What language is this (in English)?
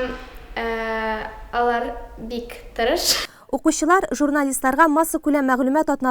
Tatar